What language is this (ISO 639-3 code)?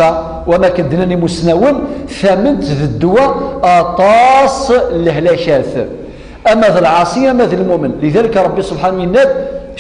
kab